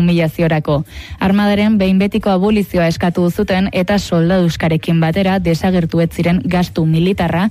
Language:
Basque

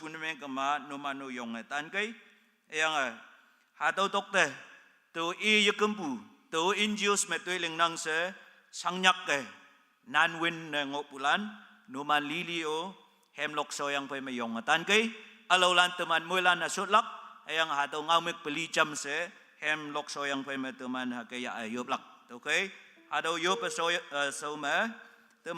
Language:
Konyak Naga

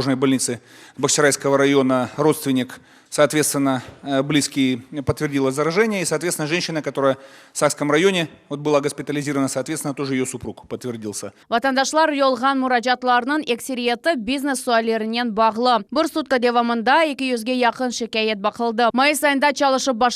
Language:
Crimean Tatar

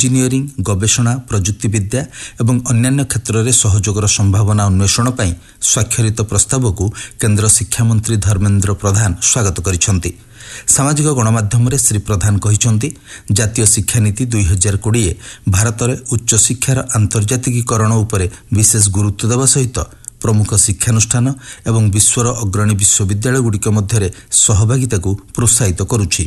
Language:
Odia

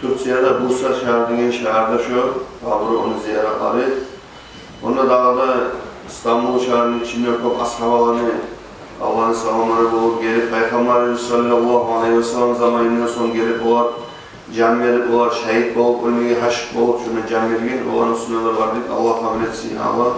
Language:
Kumyk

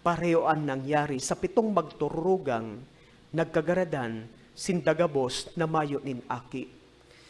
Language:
Bikol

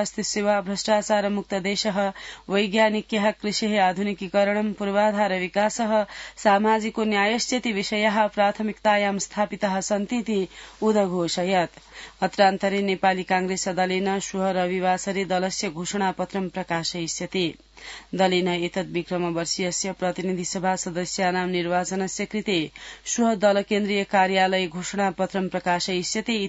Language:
Sanskrit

